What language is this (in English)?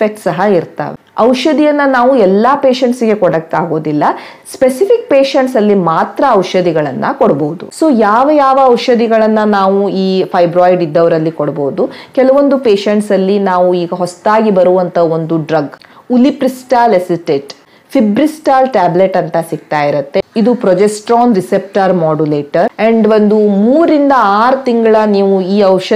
Kannada